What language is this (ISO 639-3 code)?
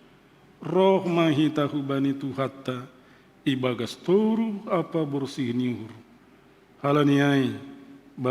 bts